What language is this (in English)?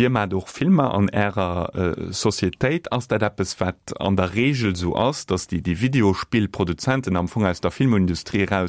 Luxembourgish